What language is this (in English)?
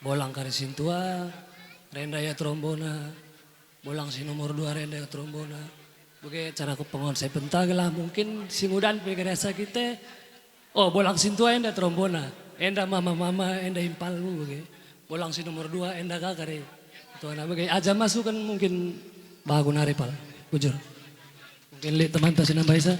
Batak Karo